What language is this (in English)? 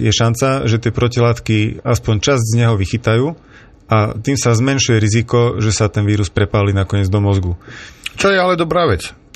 Slovak